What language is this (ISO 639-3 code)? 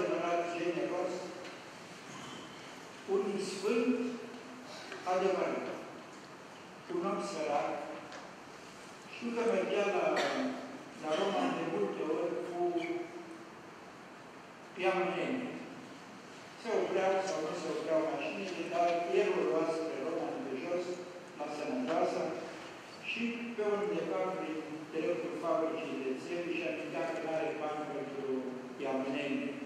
ron